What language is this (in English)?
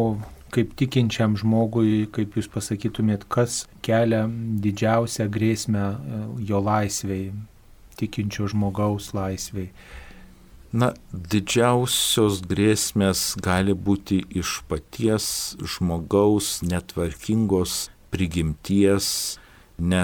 Lithuanian